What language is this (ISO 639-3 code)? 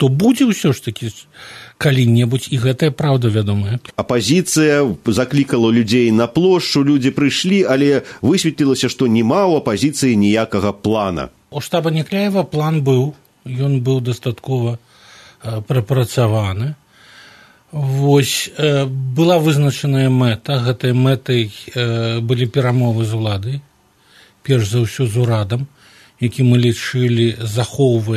bel